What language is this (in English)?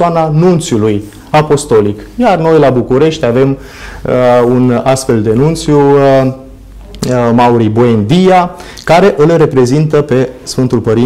Romanian